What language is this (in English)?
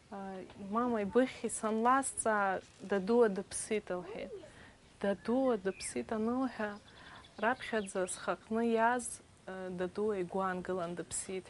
Abkhazian